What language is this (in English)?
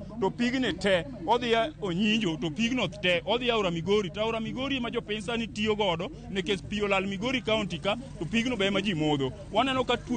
Luo (Kenya and Tanzania)